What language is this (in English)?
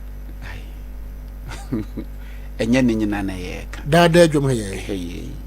Akan